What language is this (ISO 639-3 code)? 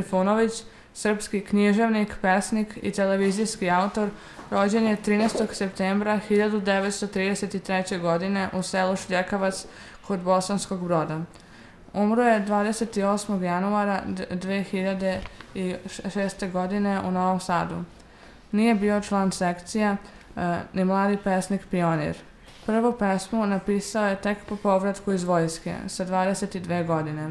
srp